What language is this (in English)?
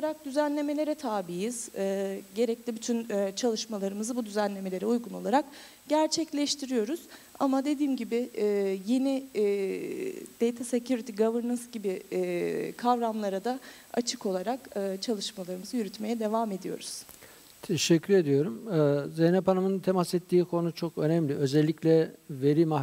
Turkish